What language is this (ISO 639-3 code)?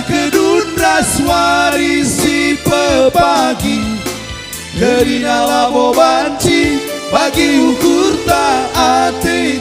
btx